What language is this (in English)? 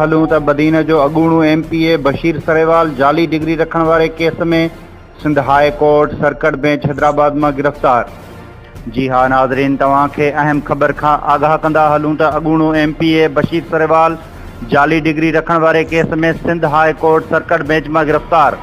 Sindhi